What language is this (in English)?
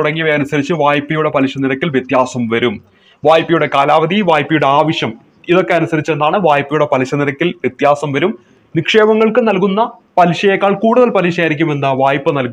Malayalam